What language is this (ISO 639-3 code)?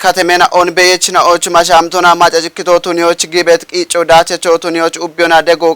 kbr